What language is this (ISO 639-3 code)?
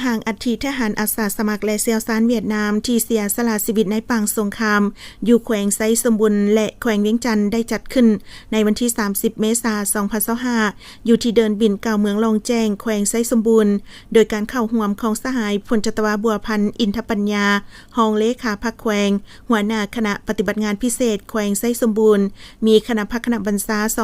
lao